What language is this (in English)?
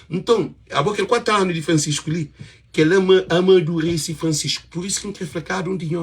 Kabuverdianu